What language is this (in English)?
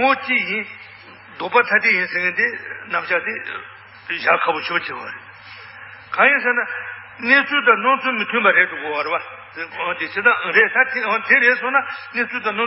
Tibetan